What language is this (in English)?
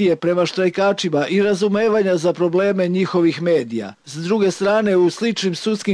Serbian